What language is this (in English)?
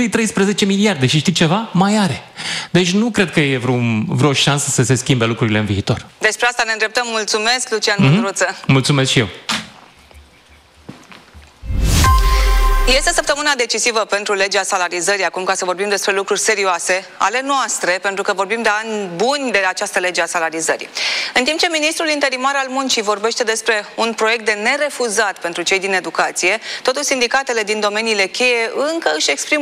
Romanian